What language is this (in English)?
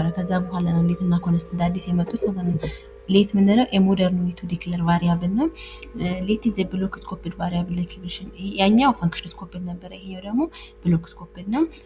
Amharic